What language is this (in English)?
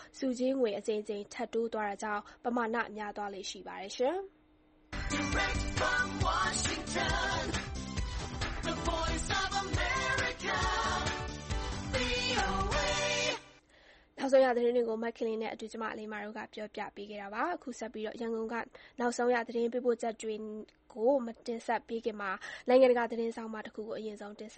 Burmese